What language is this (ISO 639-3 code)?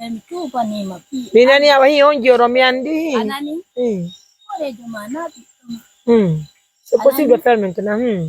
fuf